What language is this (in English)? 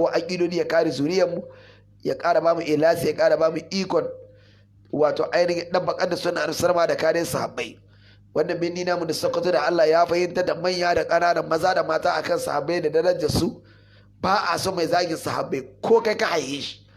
Hausa